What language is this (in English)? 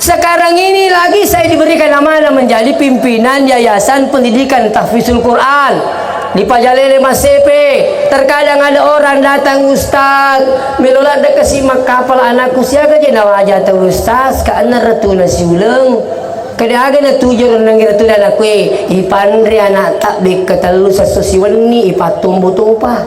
Buginese